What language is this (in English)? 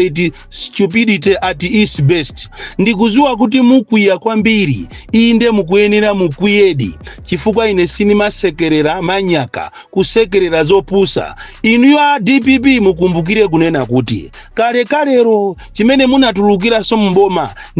Nyanja